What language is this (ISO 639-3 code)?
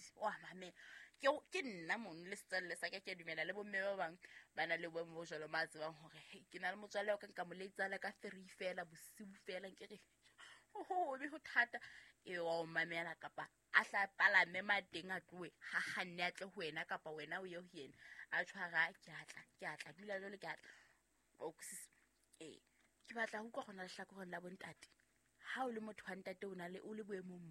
sot